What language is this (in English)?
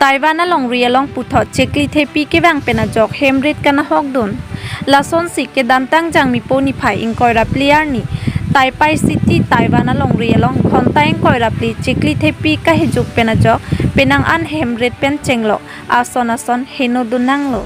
Karbi